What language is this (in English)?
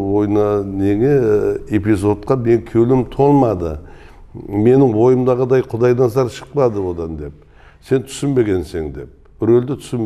Kara-Kalpak